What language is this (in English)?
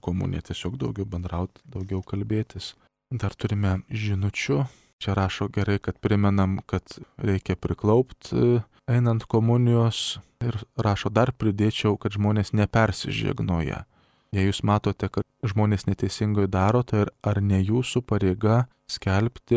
Lithuanian